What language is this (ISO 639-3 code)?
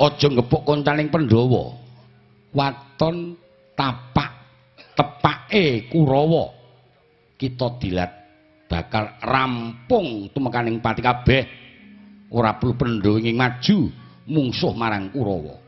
jav